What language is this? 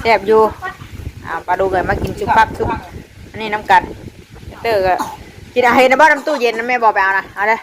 Northeastern Thai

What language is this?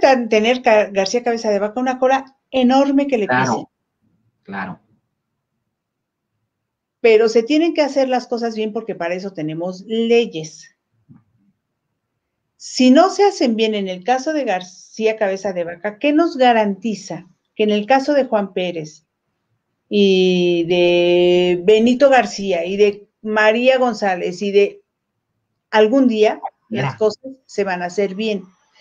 Spanish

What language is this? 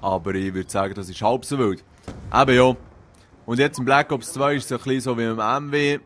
Swiss German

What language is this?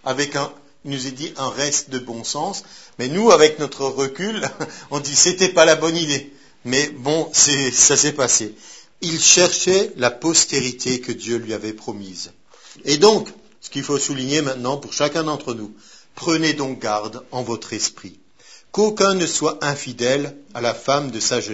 French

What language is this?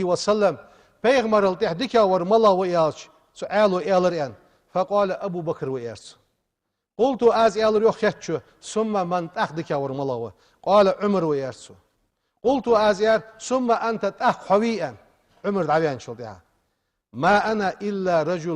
Ingush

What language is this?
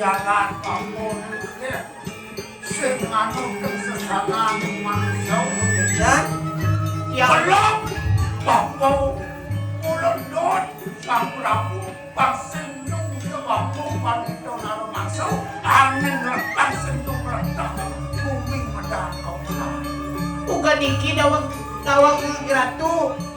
Balinese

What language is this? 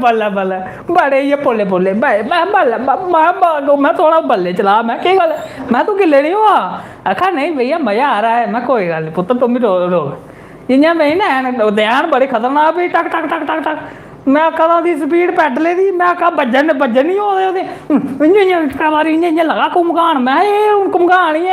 Dogri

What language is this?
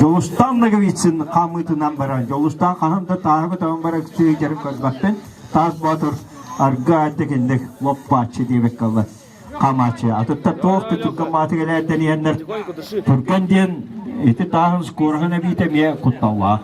Yakut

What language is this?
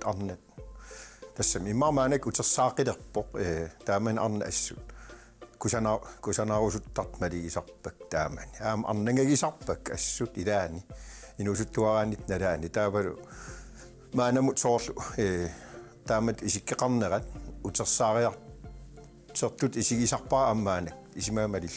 Kalaallisut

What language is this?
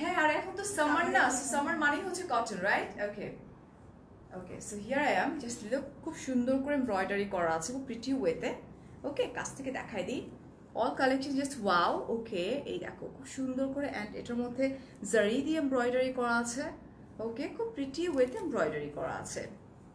Bangla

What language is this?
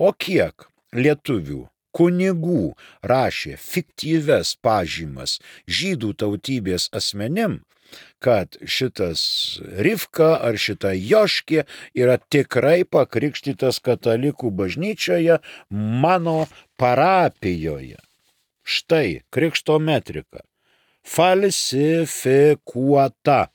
Lithuanian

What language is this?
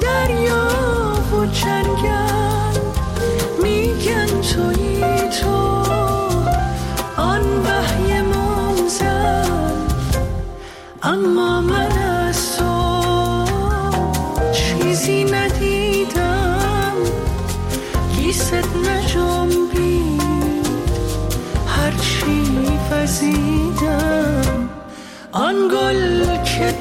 Persian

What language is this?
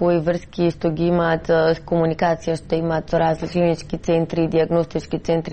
Macedonian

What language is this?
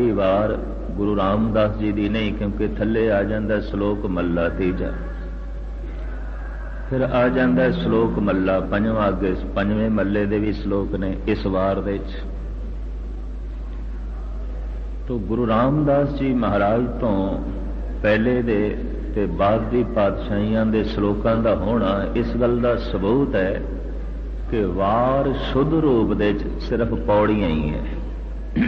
Punjabi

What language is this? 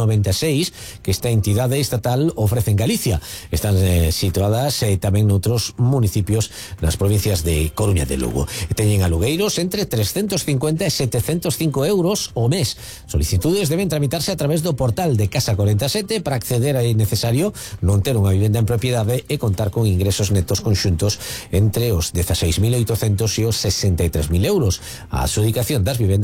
Galician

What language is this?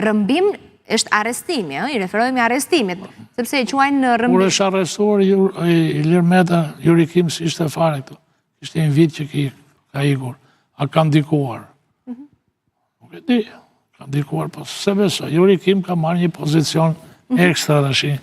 Albanian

